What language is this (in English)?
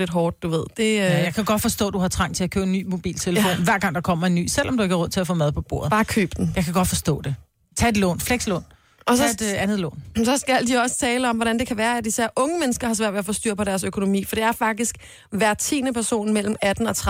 Danish